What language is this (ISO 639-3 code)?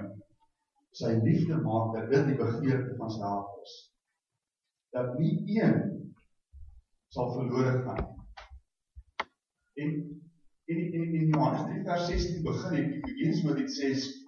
afr